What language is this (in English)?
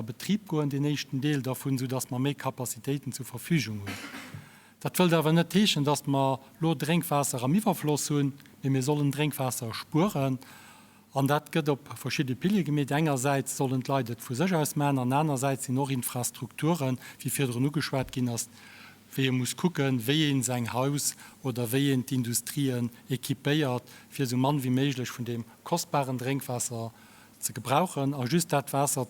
Luxembourgish